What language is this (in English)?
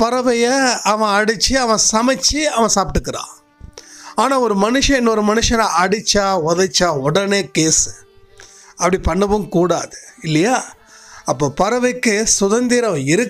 Tamil